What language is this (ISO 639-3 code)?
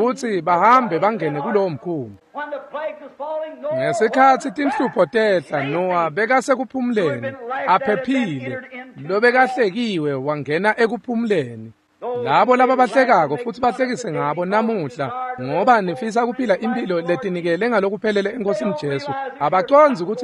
ssw